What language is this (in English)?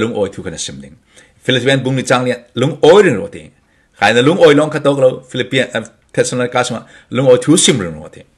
Falam Chin